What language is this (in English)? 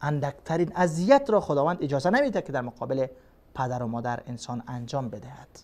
Persian